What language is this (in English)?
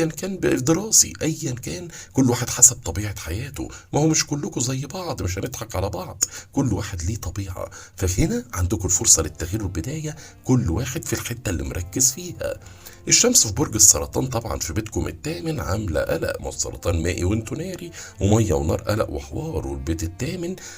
Egyptian Arabic